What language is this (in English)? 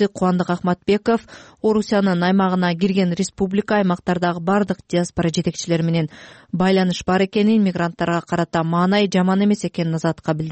Kyrgyz